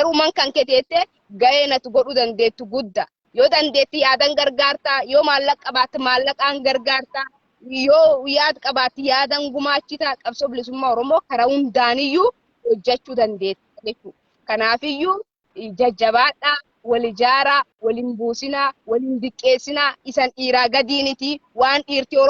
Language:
Oromo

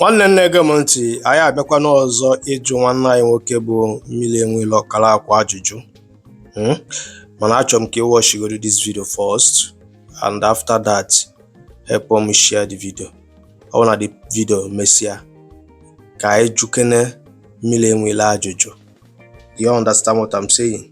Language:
Igbo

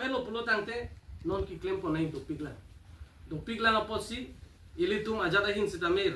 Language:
Karbi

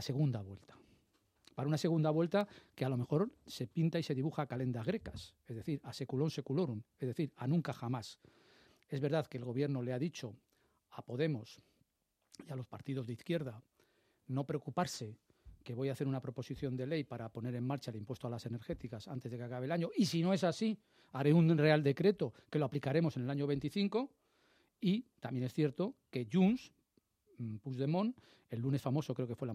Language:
Spanish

